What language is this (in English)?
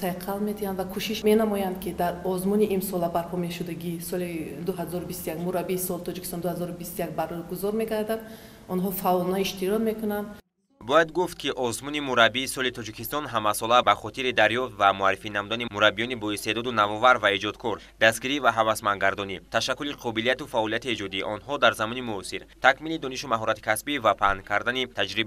Tajik